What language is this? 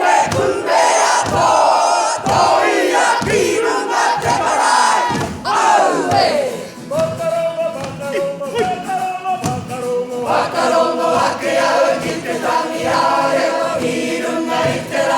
Māori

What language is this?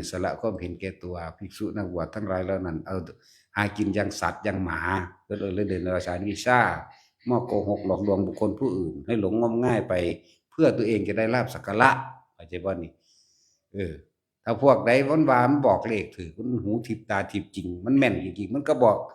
Northeastern Thai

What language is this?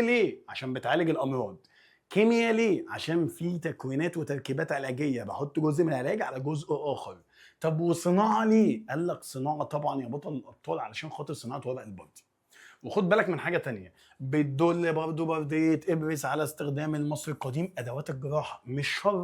Egyptian Arabic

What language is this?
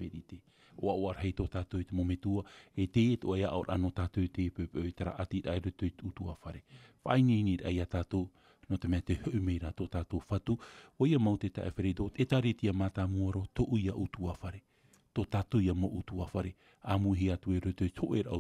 Tahitian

